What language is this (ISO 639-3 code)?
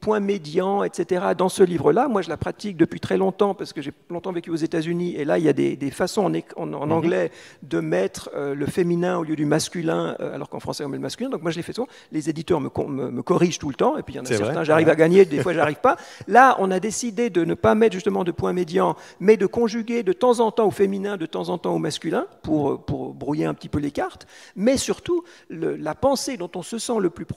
fra